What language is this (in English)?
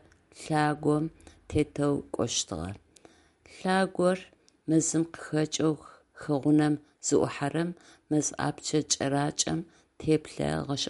Adyghe